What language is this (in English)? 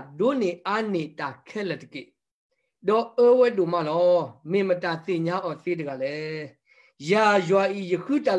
S'gaw Karen